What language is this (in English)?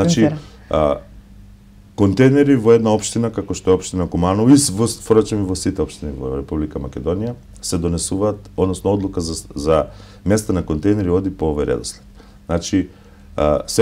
Macedonian